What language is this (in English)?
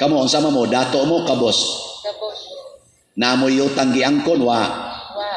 Cebuano